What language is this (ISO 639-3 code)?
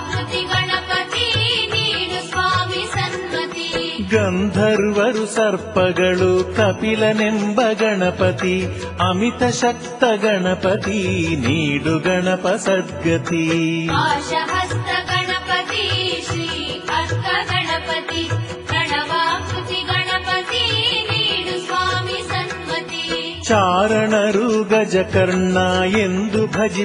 kan